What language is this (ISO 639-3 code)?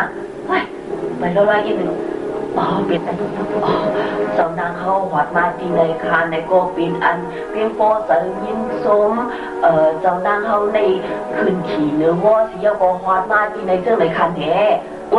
shn